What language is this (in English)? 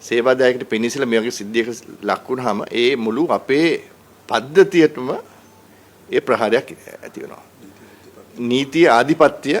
Sinhala